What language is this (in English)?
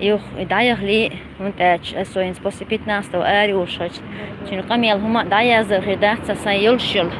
Chechen